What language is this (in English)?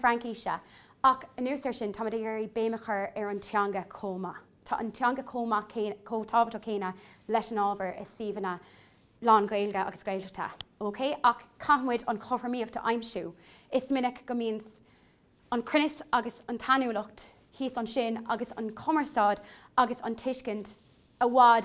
Irish